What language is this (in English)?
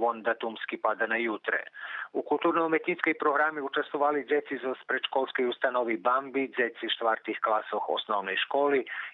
Rusyn